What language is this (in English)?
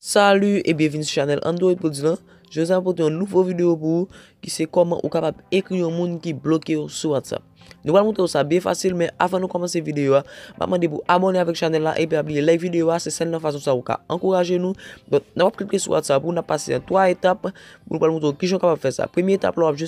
Haitian Creole